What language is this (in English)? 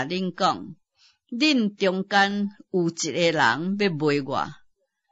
Min Nan Chinese